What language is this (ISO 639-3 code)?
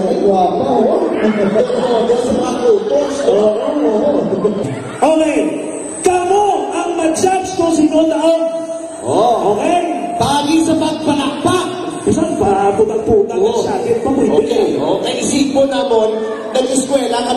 hil